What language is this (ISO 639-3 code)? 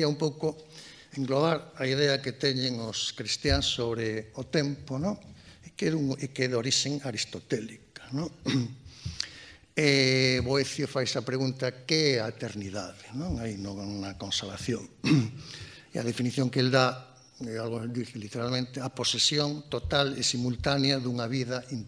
glg